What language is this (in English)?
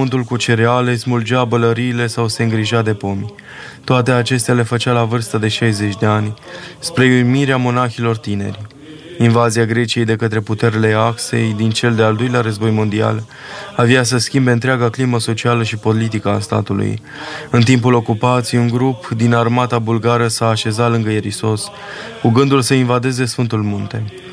Romanian